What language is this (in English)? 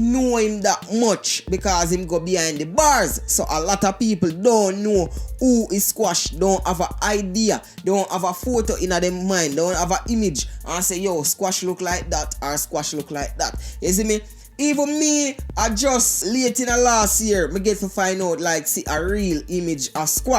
Jamaican Creole English